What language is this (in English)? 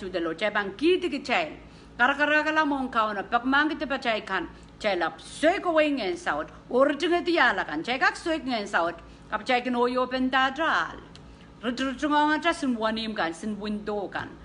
Pohnpeian